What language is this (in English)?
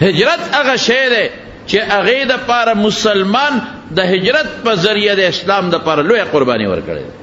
Pashto